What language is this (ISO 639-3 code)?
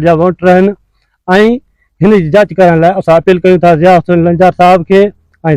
snd